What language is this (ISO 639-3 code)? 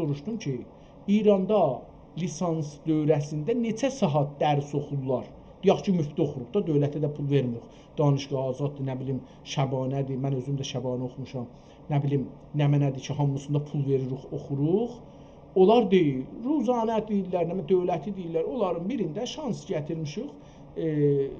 azb